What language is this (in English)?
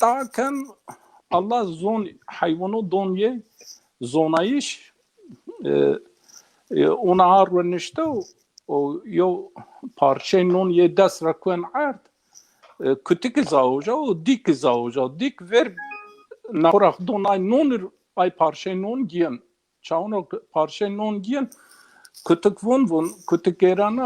Zaza